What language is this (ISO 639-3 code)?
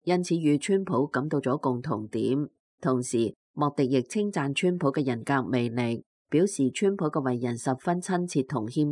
yue